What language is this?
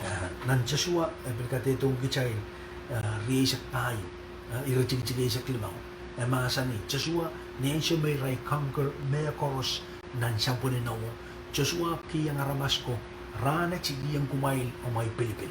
Pohnpeian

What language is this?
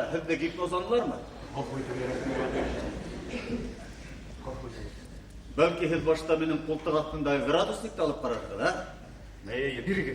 Bashkir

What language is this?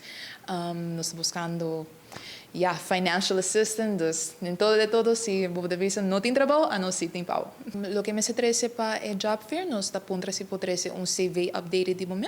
Papiamento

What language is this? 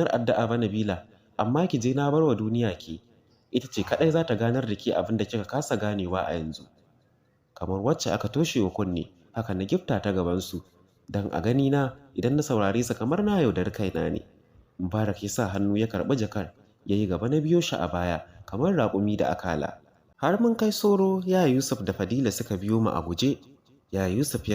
Hausa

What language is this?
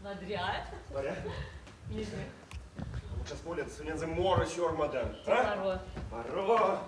Erzya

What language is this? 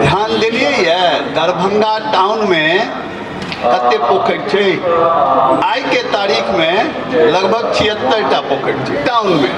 Maithili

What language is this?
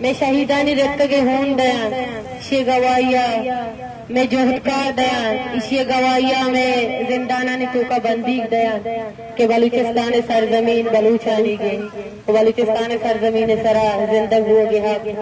Eastern Balochi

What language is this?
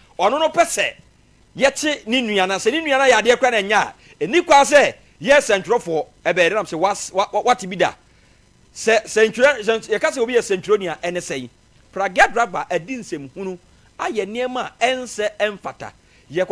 Akan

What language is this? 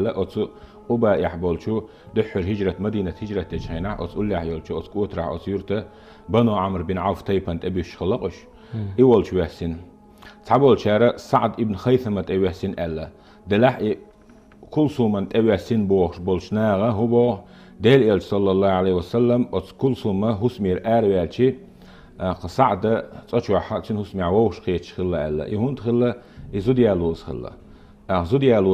Chechen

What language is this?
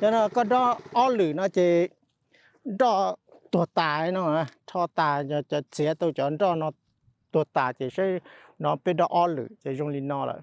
Hmong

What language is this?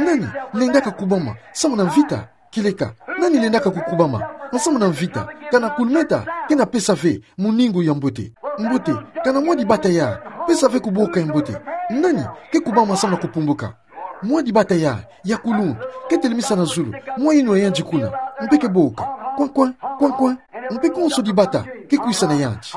Kituba (Democratic Republic of Congo)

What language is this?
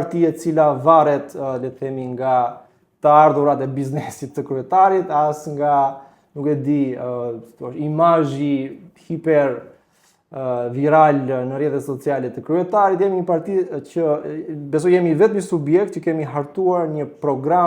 Albanian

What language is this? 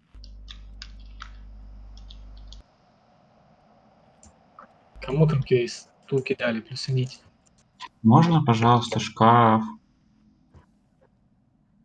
Russian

